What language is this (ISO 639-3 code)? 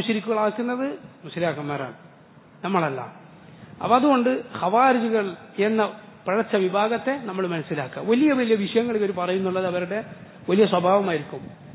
mal